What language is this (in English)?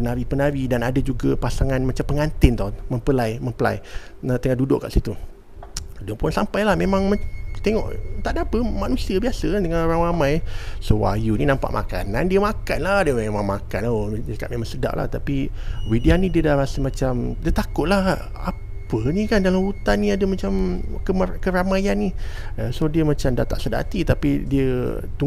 Malay